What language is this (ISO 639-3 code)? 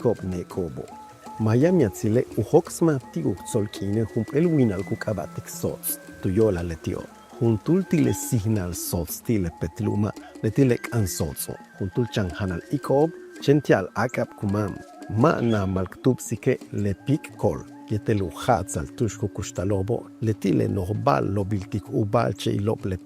yua